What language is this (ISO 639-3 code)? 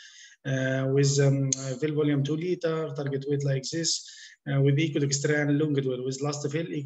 eng